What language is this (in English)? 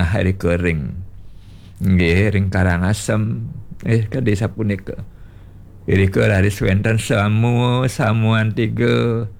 Balinese